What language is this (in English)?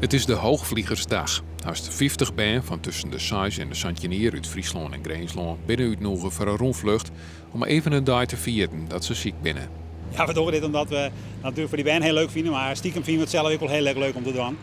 Western Frisian